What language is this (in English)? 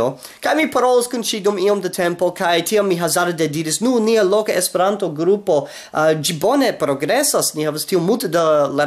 Esperanto